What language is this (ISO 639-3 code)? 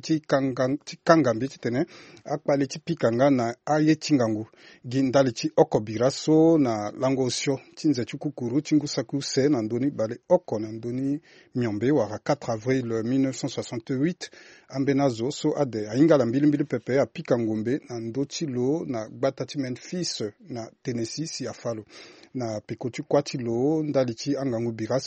sag